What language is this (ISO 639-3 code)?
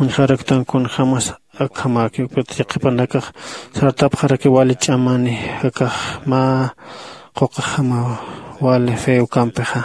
aym